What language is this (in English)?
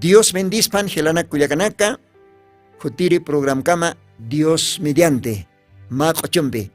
Aymara